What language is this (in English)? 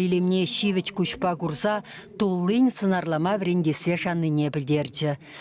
Chuvash